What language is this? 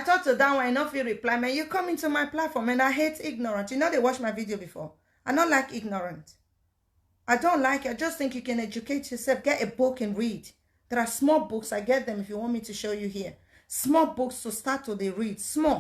Nigerian Pidgin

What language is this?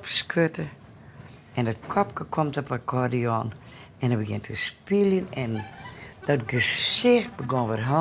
Western Frisian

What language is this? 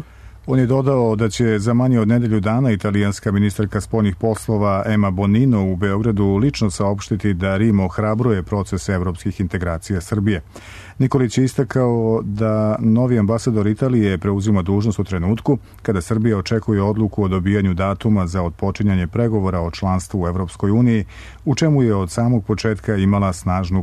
Serbian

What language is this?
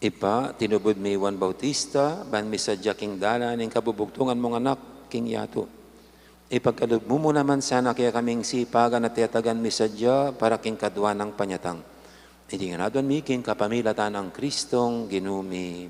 Pampanga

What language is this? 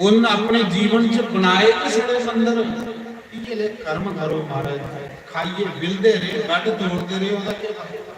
Dogri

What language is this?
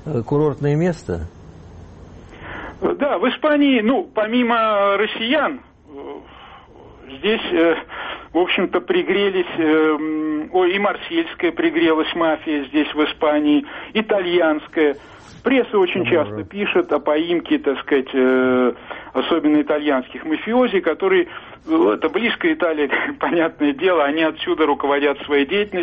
Russian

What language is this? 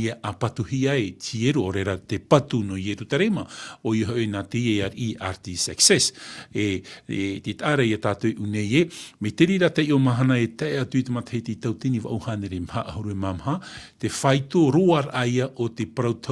Tahitian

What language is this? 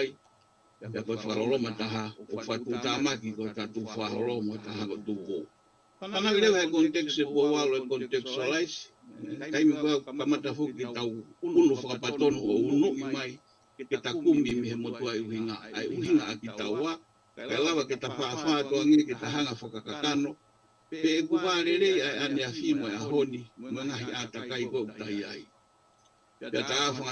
Tongan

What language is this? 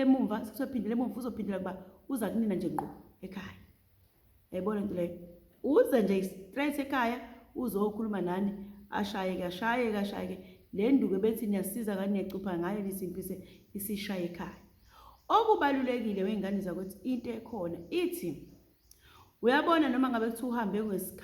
Zulu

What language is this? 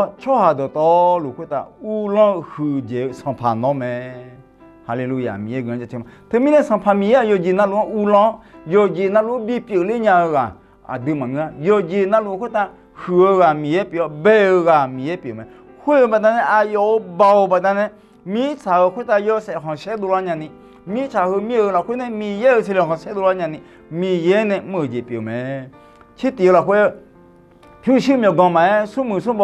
Akha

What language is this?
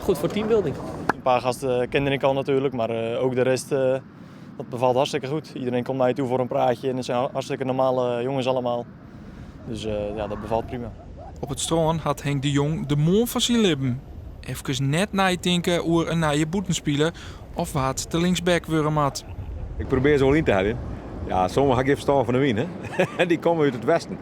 Western Frisian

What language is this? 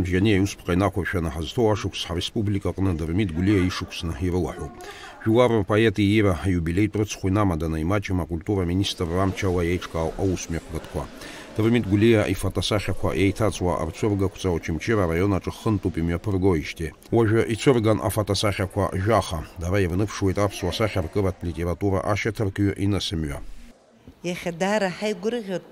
Abkhazian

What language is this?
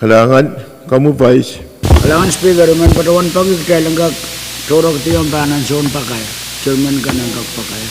Pohnpeian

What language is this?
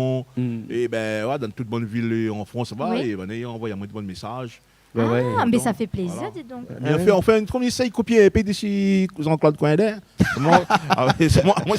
Réunion Creole French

